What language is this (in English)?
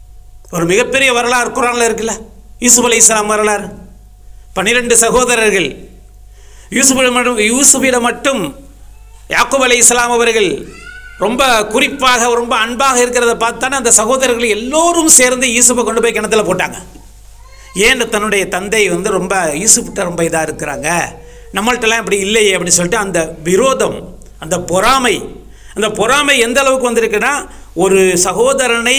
Tamil